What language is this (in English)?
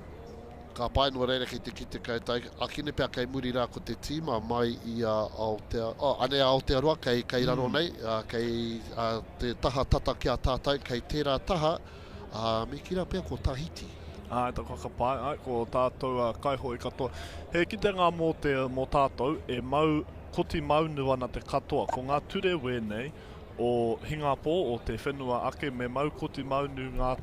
Māori